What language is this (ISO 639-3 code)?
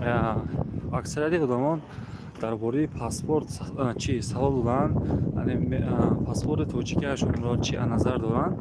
tgk